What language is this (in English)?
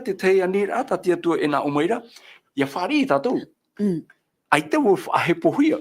Tahitian